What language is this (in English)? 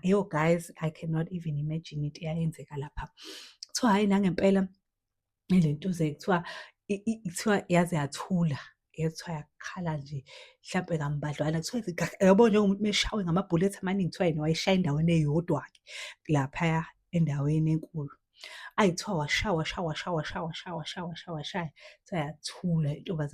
Zulu